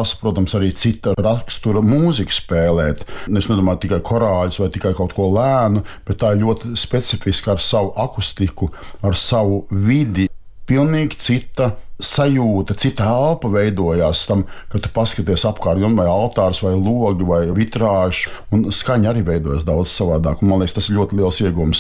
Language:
Latvian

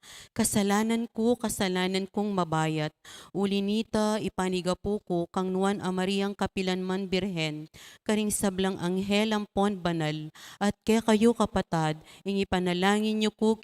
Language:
Pampanga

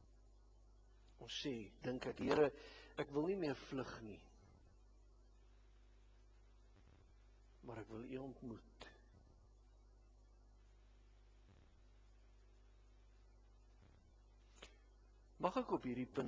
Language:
Afrikaans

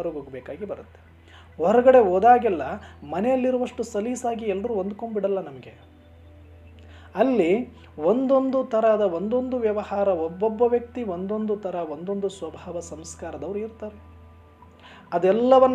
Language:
Kannada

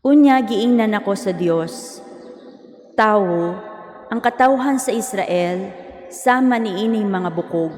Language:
Cebuano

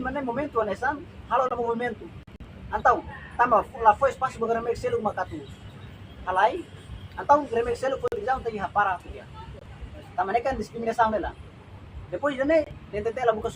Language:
Tetum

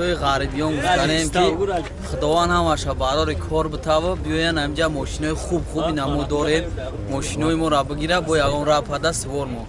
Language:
Tajik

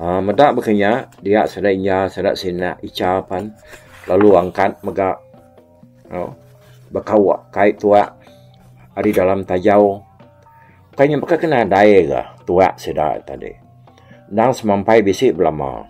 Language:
Iban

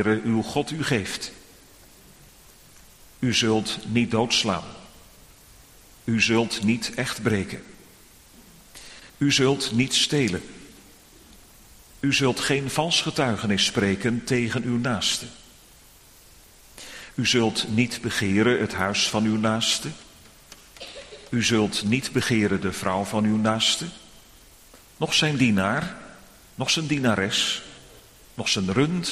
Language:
Dutch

